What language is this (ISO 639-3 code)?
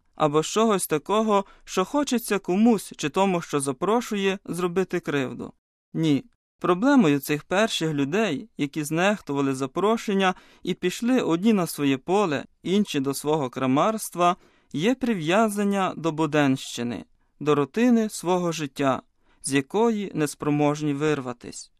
ukr